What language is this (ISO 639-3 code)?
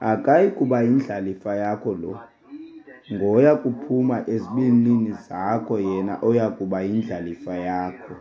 xho